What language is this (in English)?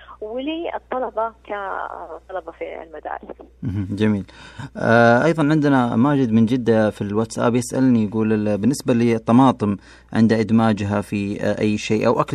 Najdi Arabic